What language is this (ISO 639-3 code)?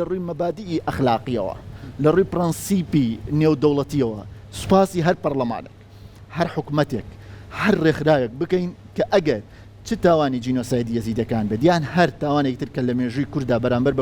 ckb